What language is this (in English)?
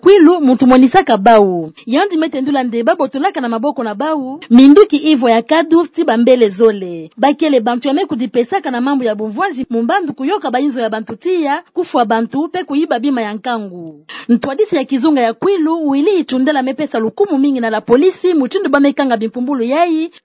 Kituba (Democratic Republic of Congo)